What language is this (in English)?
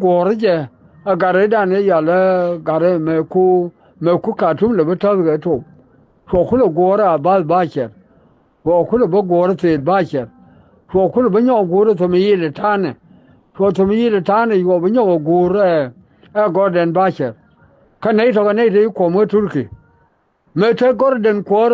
Nuer